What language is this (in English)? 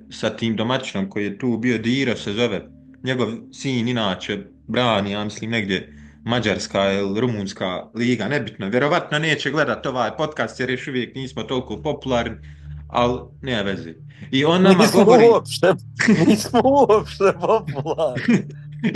Bosnian